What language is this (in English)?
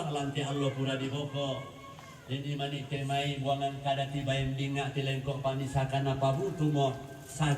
Toraja-Sa'dan